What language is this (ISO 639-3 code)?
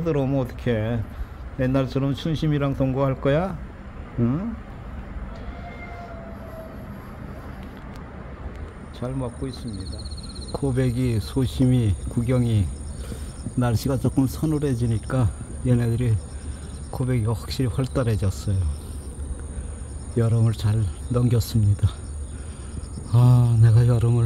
kor